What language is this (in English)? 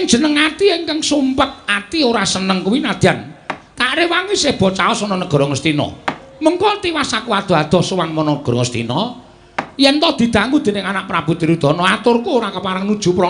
Javanese